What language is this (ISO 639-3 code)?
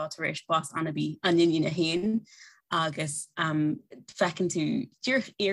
gle